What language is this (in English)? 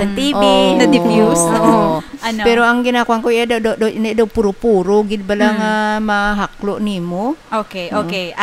Hiligaynon